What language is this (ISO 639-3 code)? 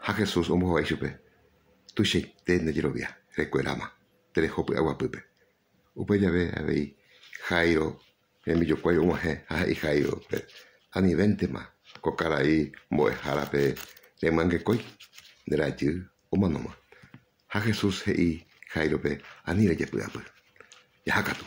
grn